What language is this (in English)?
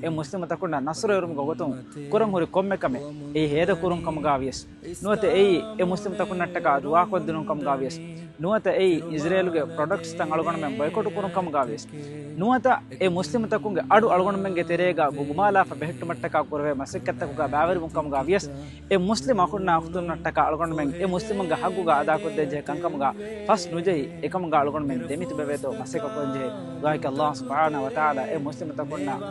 Divehi